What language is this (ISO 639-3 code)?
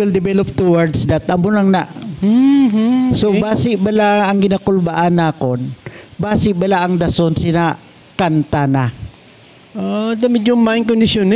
hil